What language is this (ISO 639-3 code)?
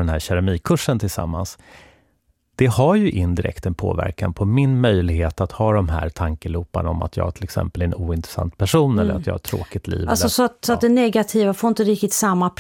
swe